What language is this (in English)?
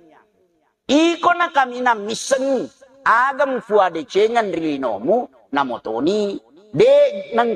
Buginese